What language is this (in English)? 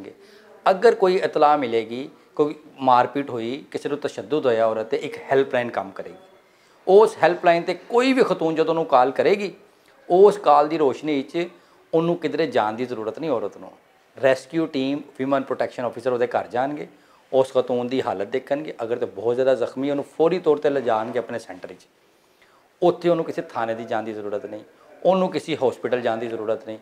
Western Panjabi